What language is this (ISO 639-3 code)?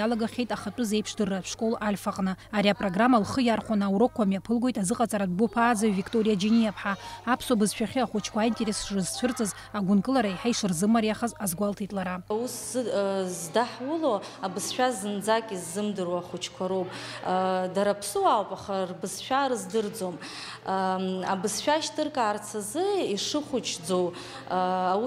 abk